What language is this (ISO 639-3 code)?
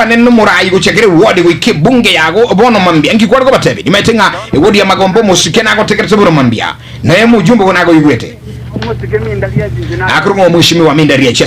guz